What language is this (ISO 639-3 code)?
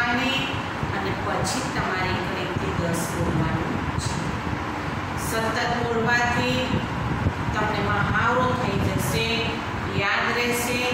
guj